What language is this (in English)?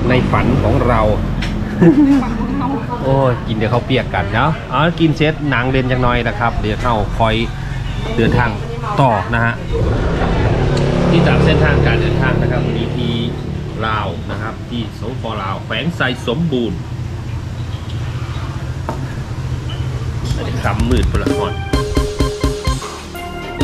Thai